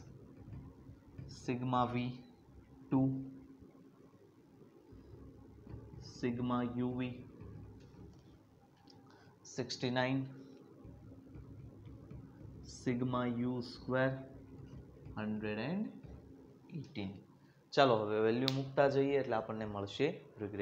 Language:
Gujarati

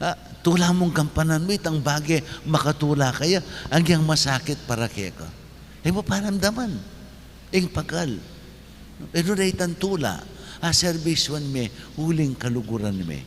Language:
Pampanga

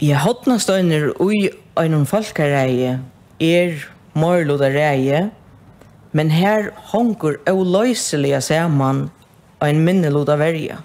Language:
Faroese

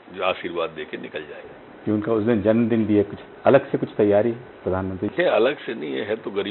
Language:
Hindi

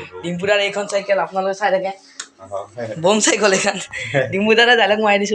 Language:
Assamese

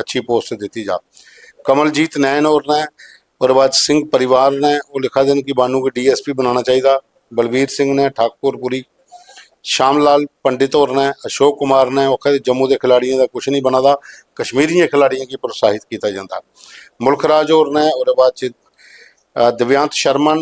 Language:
Dogri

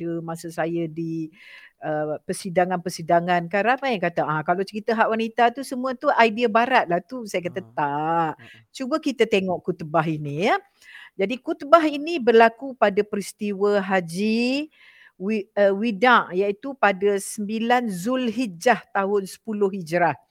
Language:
Malay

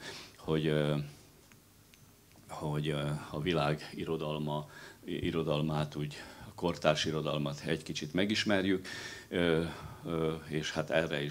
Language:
Hungarian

